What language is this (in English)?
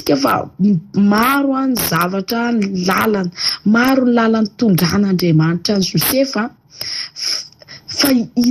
Malagasy